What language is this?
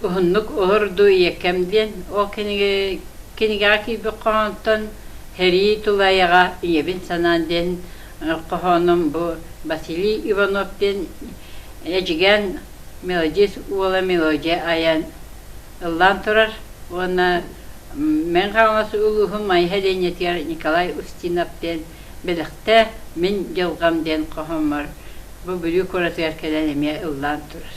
Yakut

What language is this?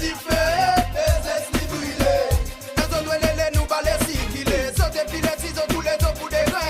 Seselwa Creole French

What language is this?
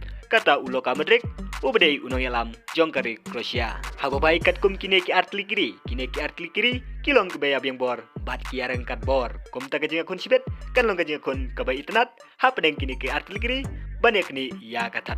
Khasi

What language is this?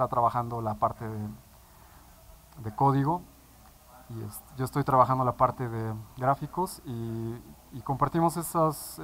Spanish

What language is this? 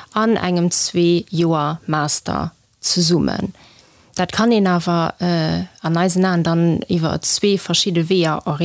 Luxembourgish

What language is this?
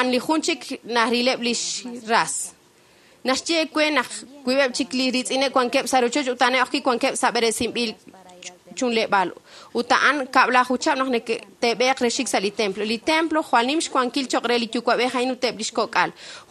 Kekchí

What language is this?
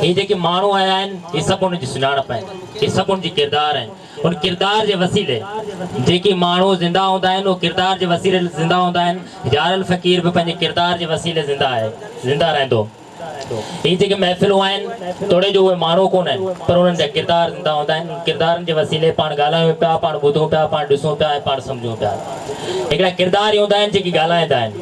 Sindhi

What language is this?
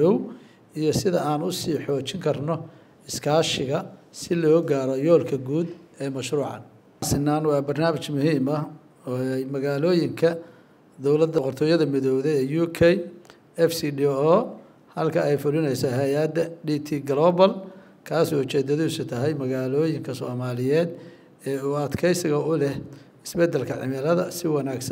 Somali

